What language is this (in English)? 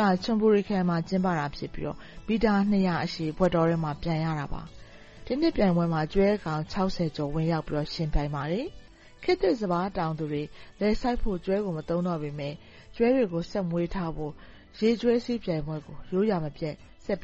Burmese